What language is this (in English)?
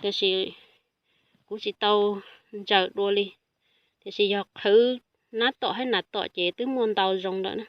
Hmong